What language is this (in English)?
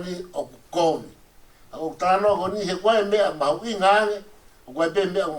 Tongan